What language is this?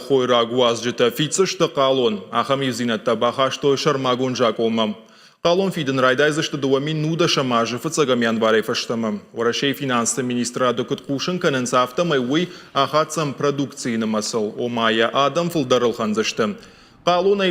Ossetic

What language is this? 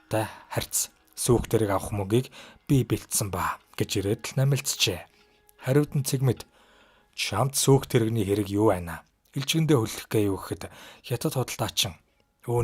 Mongolian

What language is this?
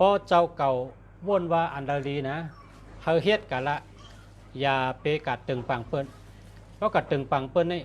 Shan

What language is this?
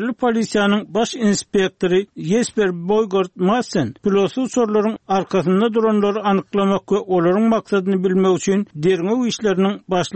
Turkmen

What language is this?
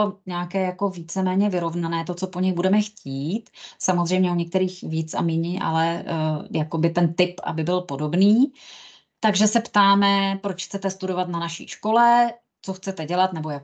Czech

